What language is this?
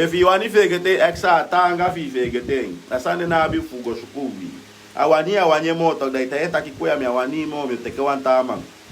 Sranan Tongo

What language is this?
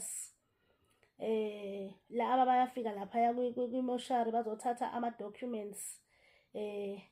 Zulu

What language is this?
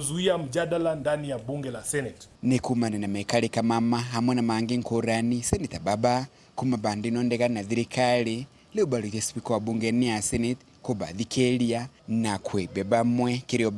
Meru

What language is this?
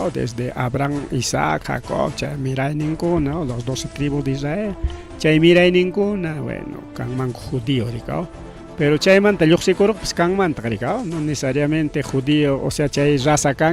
Ayacucho Quechua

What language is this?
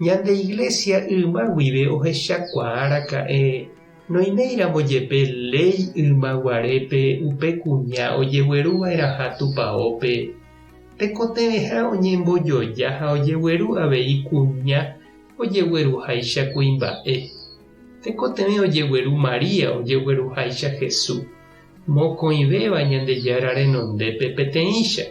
Guarani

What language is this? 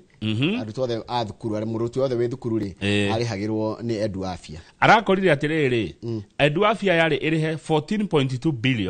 Kikuyu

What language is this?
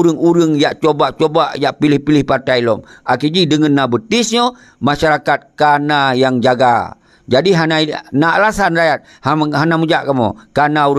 Achinese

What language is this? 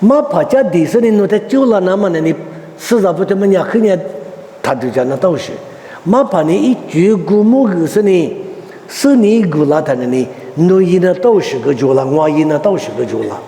Lisu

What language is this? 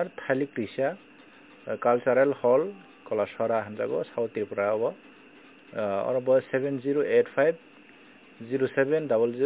Kok Borok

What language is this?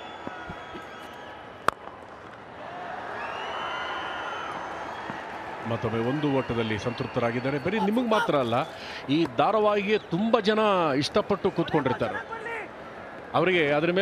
Kannada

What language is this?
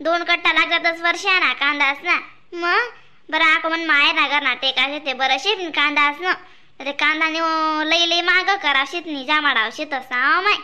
Khandesi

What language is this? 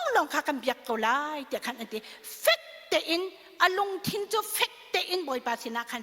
Hakha Chin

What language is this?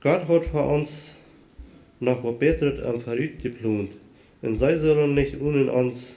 Plautdietsch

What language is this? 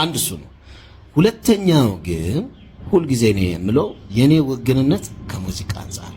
Amharic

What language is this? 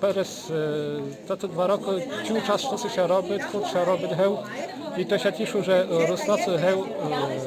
Rusyn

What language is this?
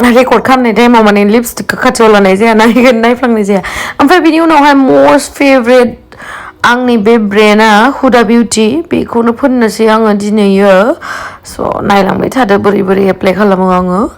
Bodo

